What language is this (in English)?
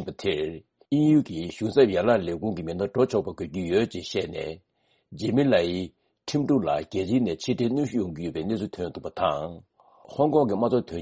Tibetan